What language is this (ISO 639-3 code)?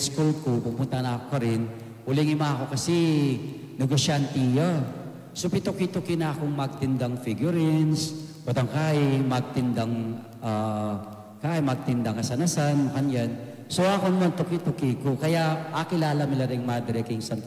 pam